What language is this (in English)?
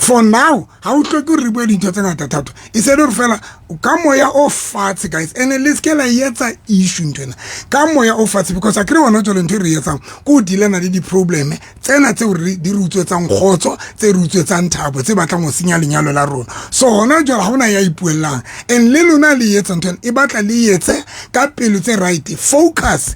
Southern Sotho